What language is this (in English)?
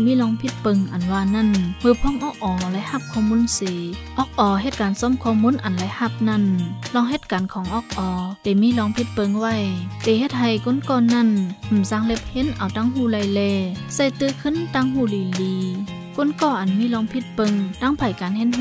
Shan